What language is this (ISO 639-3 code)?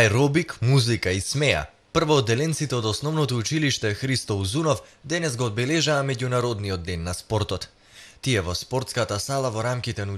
mkd